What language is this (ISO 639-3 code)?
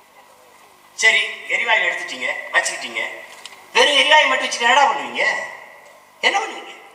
tam